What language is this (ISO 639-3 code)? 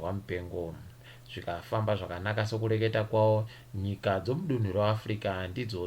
ndc